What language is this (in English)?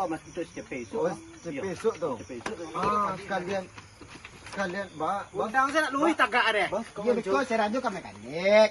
Minangkabau